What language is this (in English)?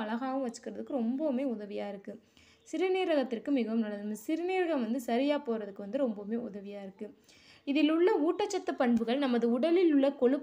Tamil